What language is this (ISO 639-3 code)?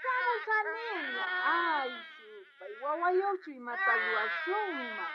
quh